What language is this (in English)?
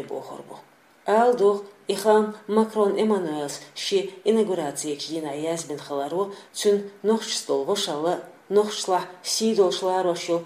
Chechen